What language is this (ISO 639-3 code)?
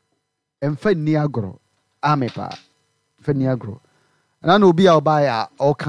aka